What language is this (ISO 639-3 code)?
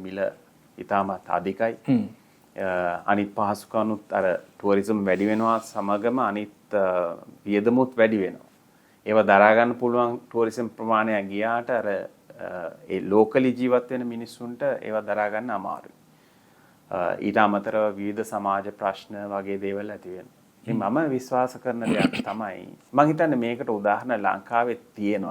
sin